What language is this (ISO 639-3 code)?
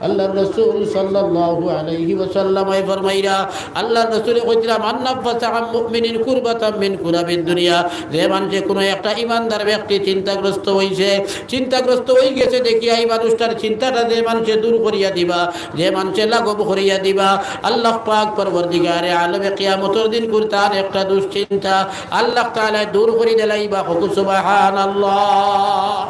syl